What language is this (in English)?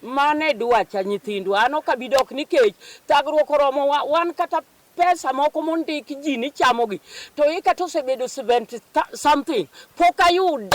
Luo (Kenya and Tanzania)